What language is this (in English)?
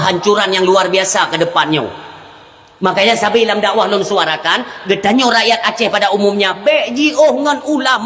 Achinese